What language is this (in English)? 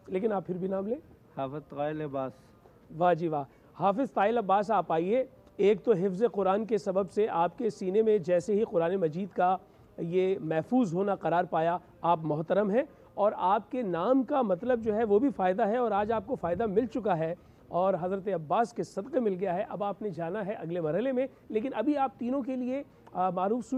Urdu